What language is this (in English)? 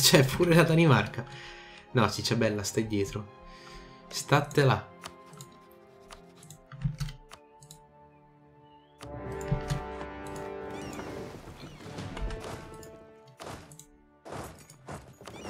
Italian